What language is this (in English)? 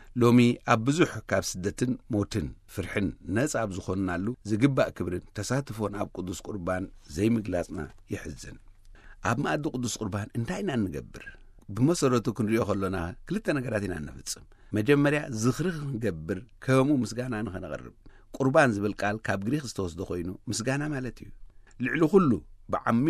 Tigrinya